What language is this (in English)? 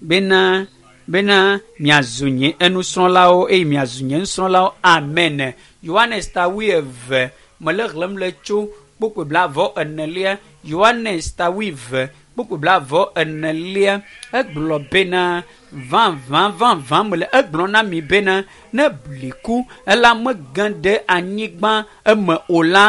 Ewe